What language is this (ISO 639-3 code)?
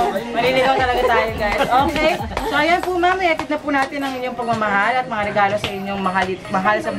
fil